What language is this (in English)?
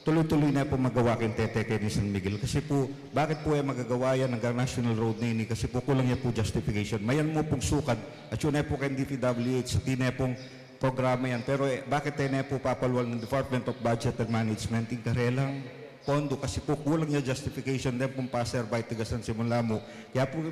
Pampanga